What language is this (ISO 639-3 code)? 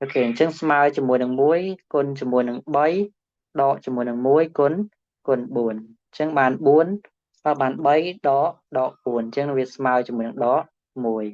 khm